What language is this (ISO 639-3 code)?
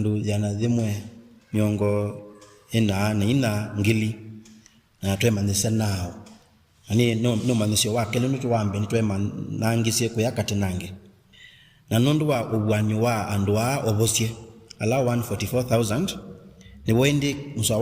kam